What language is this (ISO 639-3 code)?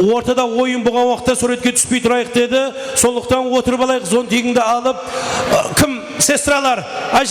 kaa